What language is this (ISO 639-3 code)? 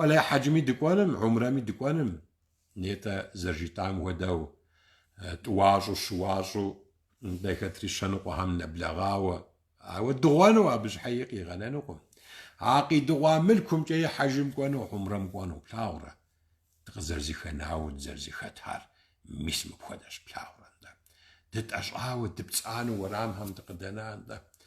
kbd